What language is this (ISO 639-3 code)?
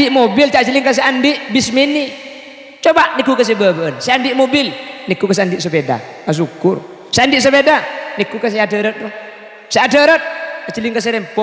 mad